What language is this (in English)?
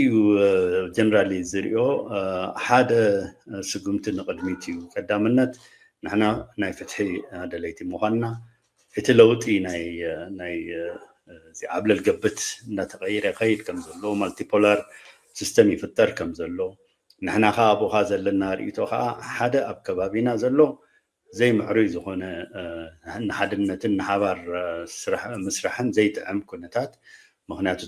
Tigrinya